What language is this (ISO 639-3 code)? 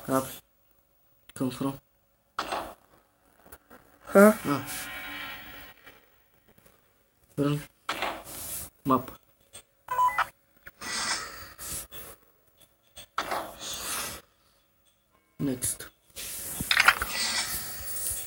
bul